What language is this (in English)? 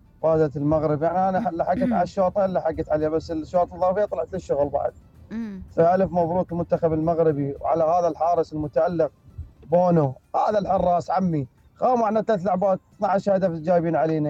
Mesopotamian Arabic